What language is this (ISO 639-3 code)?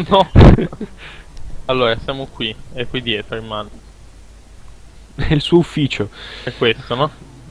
ita